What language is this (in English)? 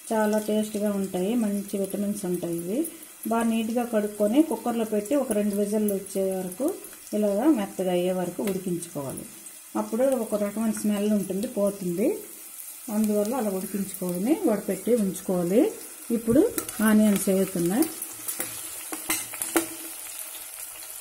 Telugu